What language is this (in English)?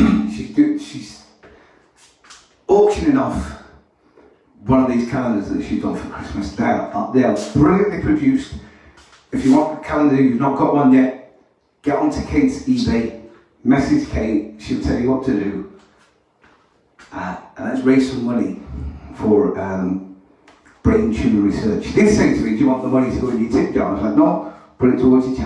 English